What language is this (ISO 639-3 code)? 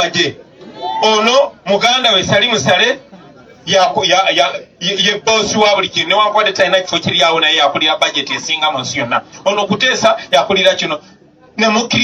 lug